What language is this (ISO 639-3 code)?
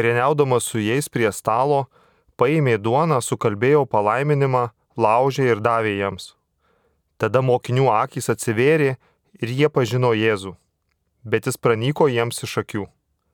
lit